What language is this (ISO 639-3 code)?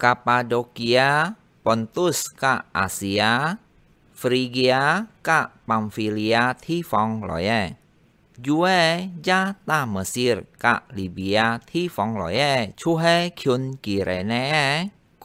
hak